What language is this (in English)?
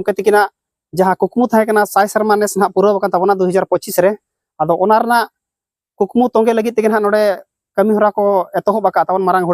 Santali